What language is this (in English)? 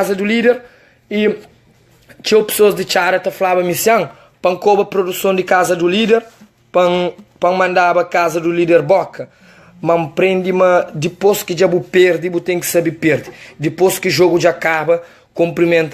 Kabuverdianu